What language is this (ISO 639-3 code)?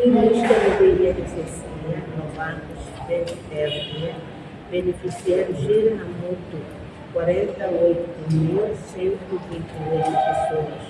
tet